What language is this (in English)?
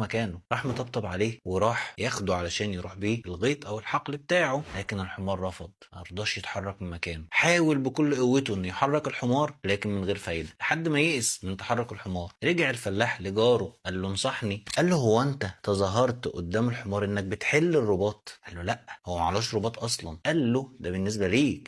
Egyptian Arabic